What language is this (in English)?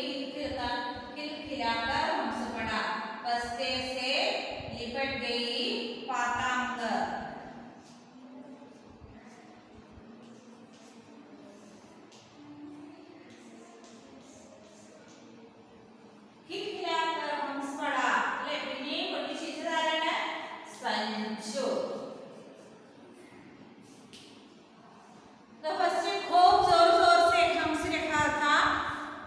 Malayalam